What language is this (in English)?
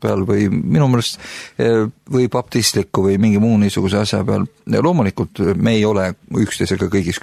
Estonian